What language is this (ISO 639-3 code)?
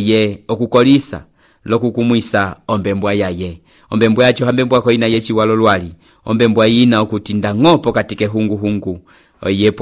umb